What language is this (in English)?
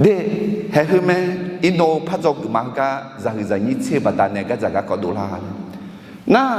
Akha